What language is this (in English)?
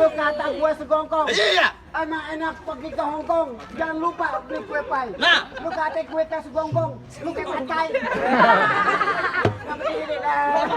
Betawi